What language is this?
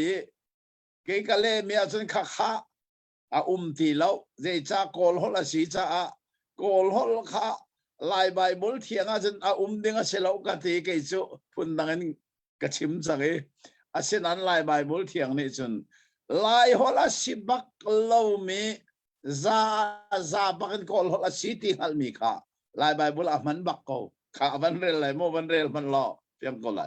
Hakha Chin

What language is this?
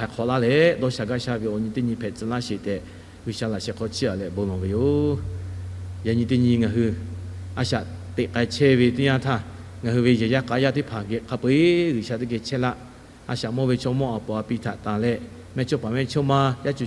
Lahu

